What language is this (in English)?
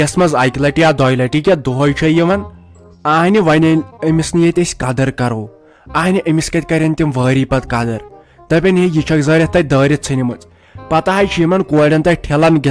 Kashmiri